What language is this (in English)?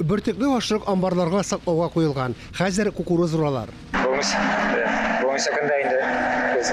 Tatar